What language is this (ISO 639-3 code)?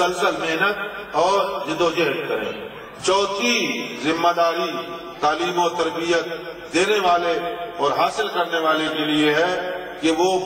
urd